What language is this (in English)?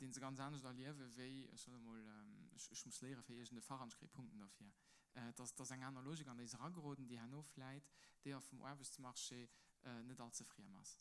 Luxembourgish